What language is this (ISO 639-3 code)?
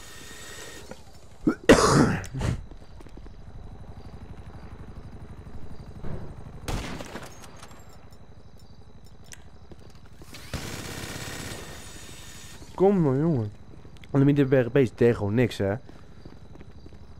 nld